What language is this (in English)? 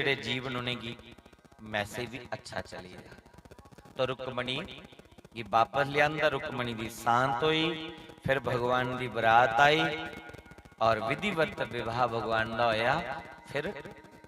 Dogri